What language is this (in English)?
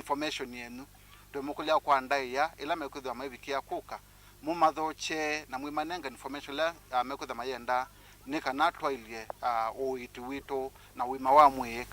Kamba